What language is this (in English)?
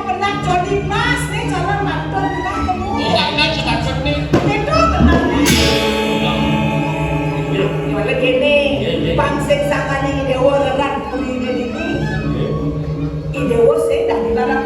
Balinese